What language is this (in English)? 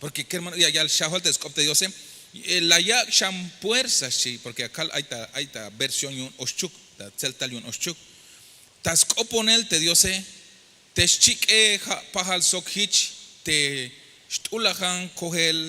Tzeltal